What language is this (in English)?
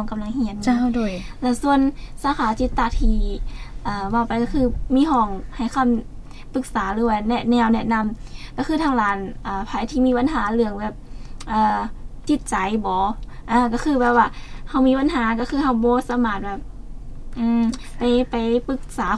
Lao